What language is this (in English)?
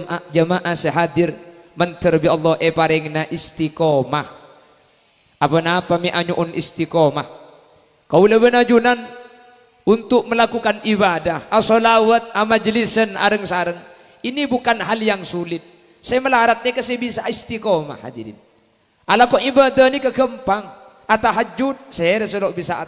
Madurese